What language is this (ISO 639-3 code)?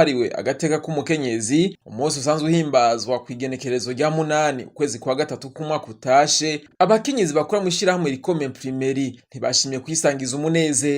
run